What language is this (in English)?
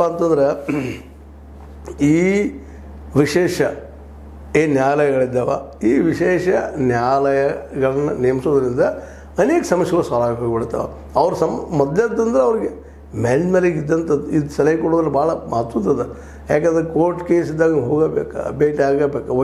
Kannada